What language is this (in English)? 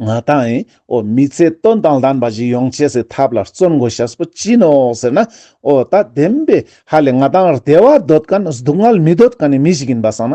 Ladakhi